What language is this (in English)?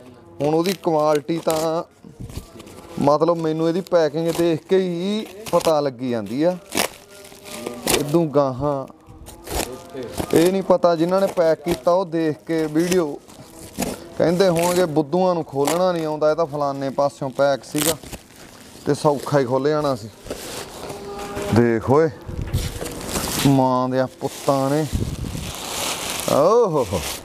Punjabi